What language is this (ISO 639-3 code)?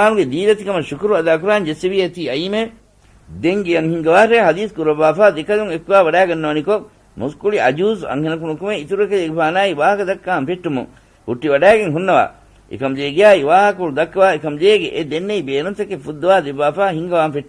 div